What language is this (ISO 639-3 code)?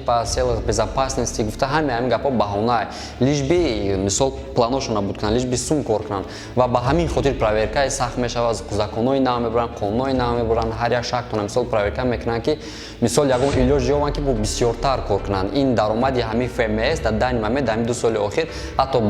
tgk